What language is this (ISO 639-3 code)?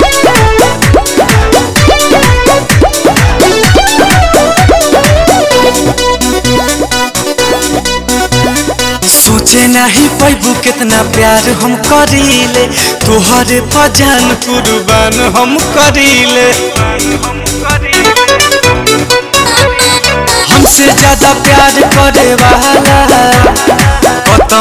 bho